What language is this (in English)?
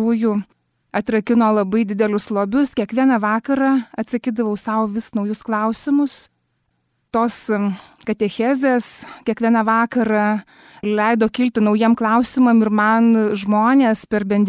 Lithuanian